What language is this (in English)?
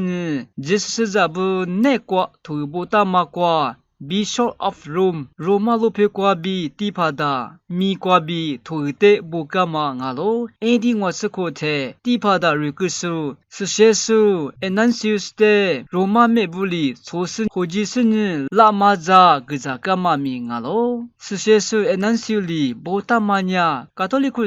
Lisu